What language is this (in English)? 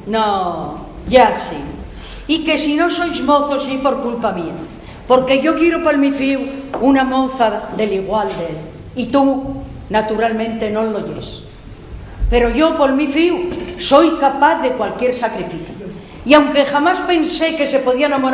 Asturian